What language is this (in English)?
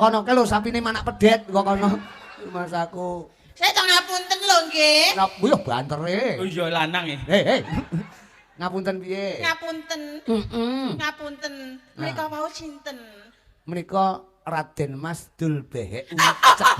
Javanese